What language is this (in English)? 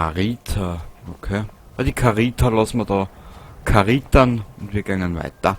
Bavarian